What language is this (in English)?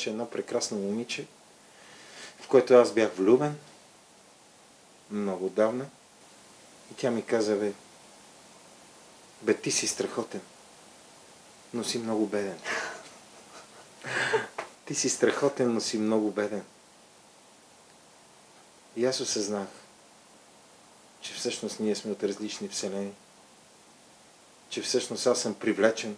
Bulgarian